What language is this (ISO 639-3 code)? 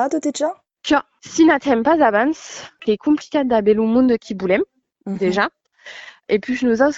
oci